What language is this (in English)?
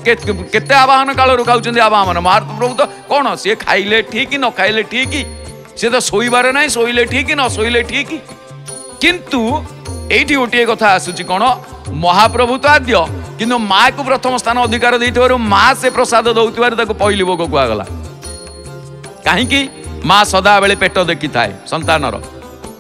Odia